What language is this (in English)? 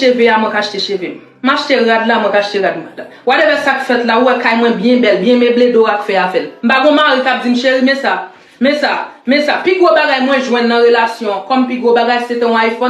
Haitian Creole